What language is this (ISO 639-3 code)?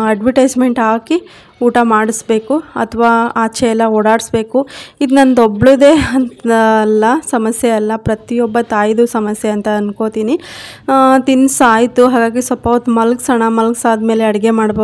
kan